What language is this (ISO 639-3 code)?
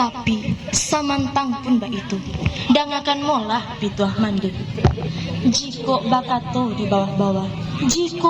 min